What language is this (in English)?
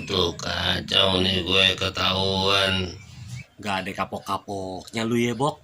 Betawi